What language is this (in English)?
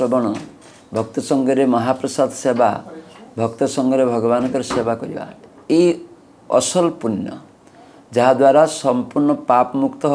Odia